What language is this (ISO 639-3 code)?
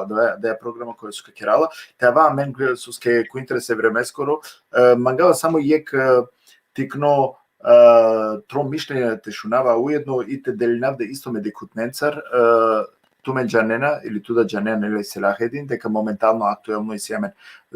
rmn